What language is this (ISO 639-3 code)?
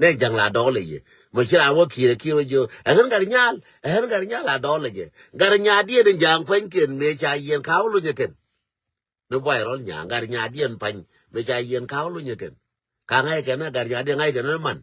nus